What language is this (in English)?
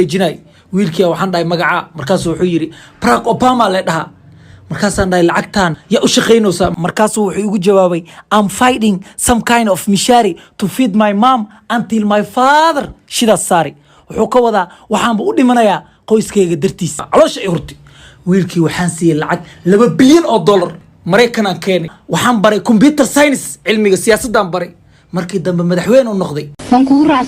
Somali